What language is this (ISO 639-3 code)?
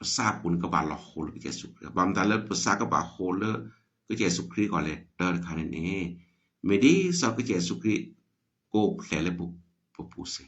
ksw